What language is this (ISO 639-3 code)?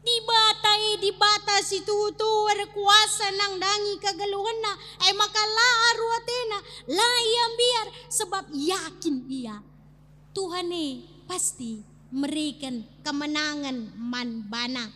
btx